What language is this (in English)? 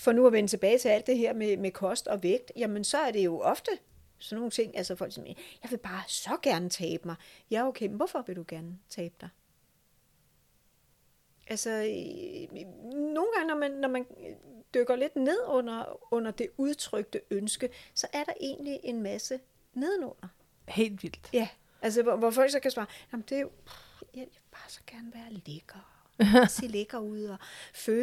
Danish